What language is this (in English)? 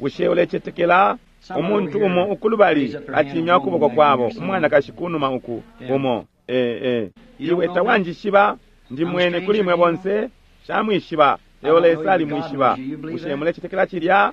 Bemba